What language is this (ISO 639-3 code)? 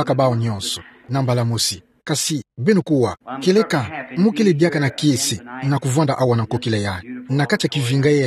ktu